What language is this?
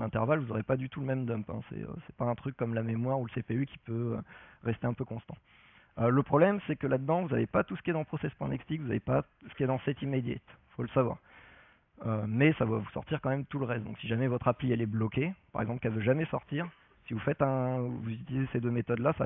French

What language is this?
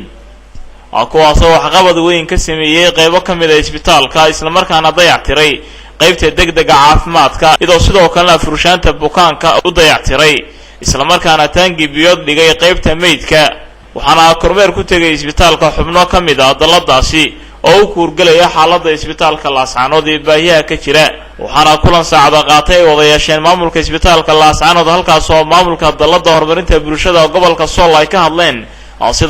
Somali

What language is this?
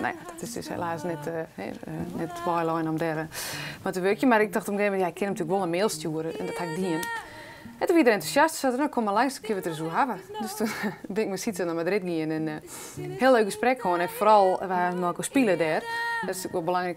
Western Frisian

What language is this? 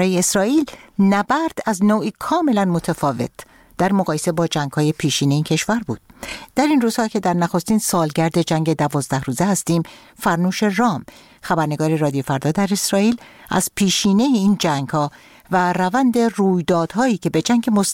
Persian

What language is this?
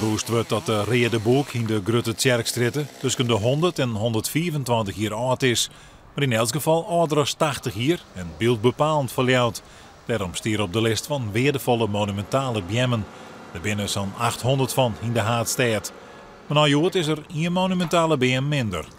Western Frisian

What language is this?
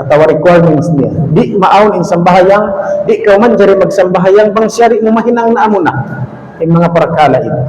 Tausug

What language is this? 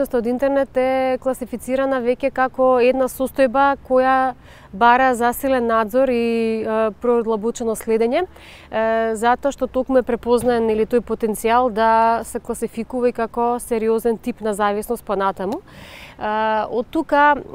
Macedonian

